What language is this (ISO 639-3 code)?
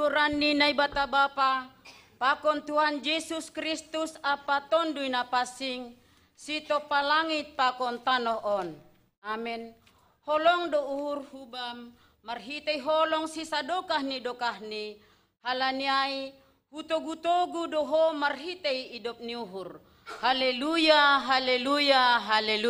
bts